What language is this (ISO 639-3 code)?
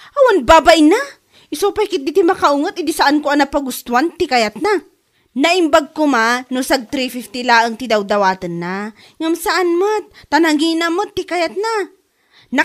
ilo